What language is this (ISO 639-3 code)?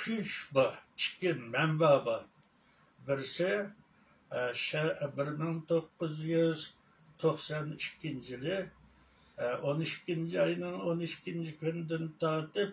uig